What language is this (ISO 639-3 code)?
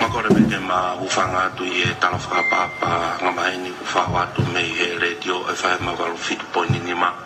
ton